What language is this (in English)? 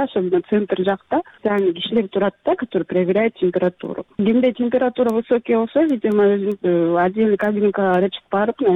Kyrgyz